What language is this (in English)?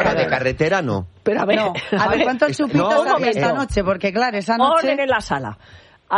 Spanish